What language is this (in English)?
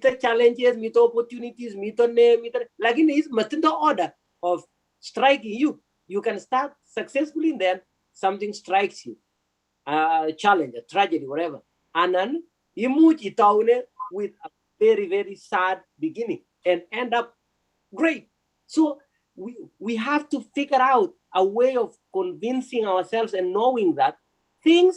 Kalenjin